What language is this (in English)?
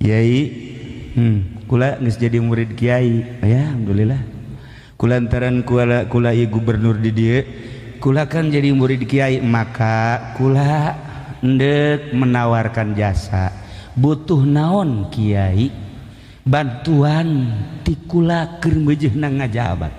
Sundanese